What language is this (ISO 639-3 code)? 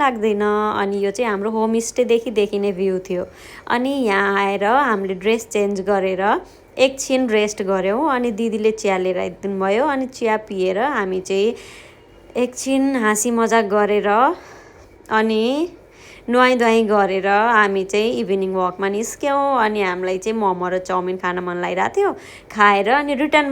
nep